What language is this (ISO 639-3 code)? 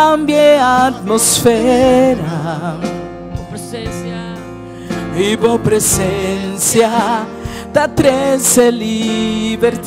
pap